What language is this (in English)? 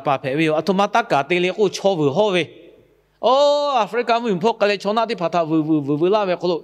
Lahu